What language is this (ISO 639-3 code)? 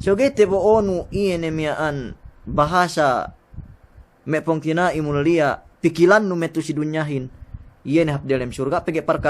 yka